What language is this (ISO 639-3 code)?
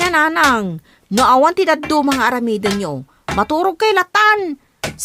ilo